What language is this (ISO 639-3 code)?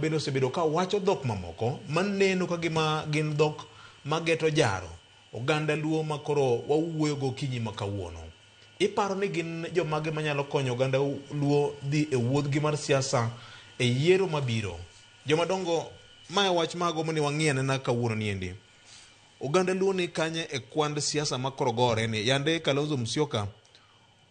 luo